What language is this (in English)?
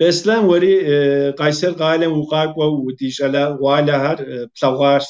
Kabardian